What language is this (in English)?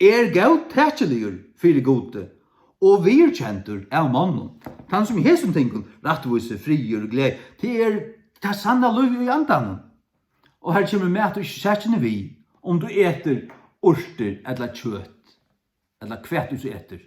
Faroese